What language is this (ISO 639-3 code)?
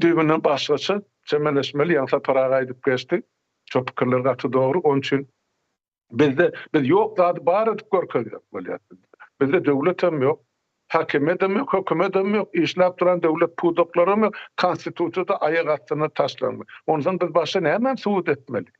tuk